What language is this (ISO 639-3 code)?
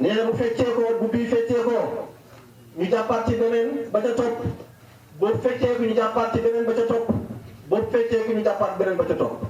wol